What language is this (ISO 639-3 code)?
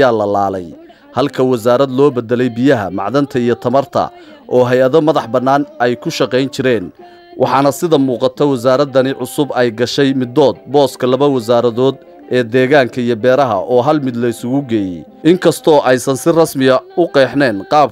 som